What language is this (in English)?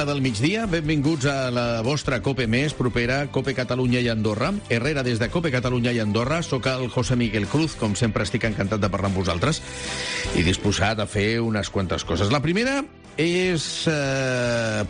Catalan